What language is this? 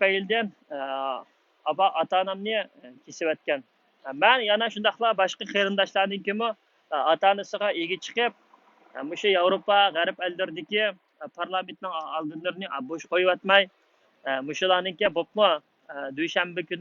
Uyghur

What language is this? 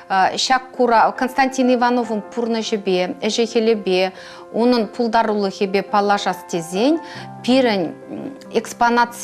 Chuvash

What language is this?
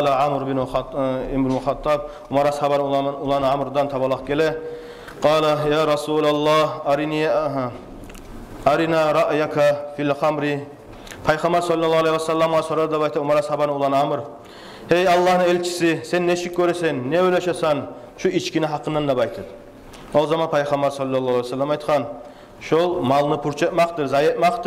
Kumyk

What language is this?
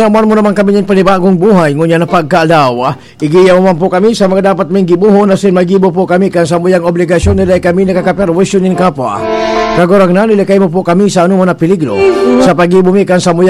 Bikol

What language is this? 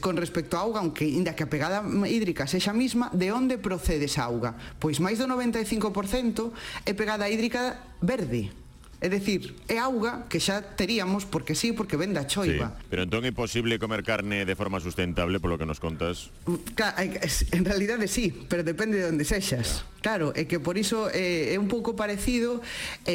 Galician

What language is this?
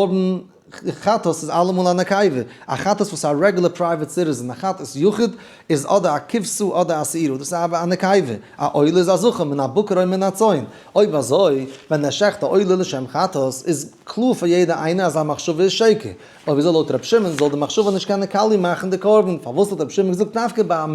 Yiddish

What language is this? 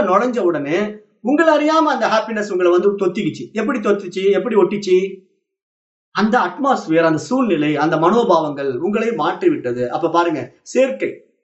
Tamil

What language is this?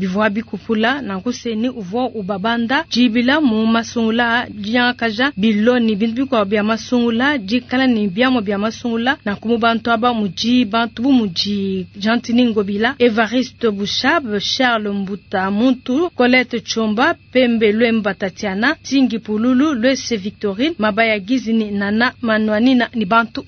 Luba-Lulua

